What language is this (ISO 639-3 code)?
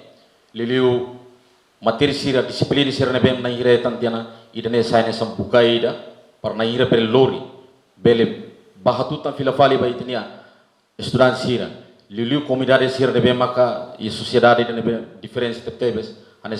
tet